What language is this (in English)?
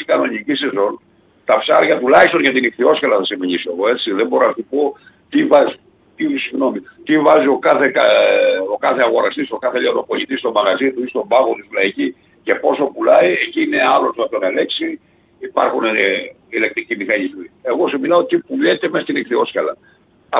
Greek